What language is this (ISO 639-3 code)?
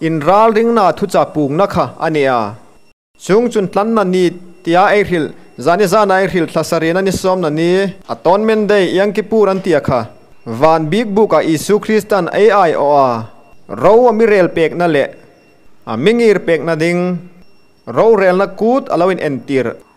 hmr